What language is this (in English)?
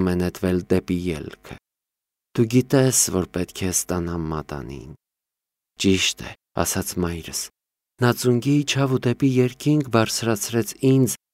Armenian